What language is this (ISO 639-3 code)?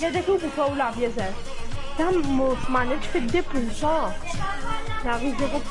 mfe